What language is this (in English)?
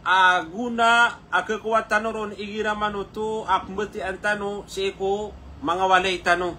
Maranao